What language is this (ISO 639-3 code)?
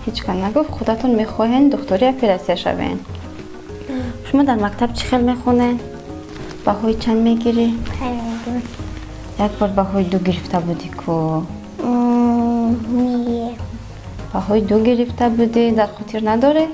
tgk